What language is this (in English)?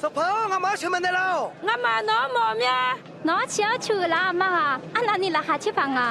Akha